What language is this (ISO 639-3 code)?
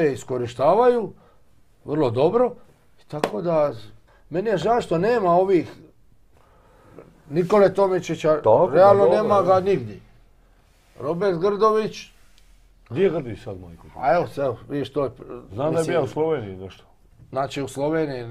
hrv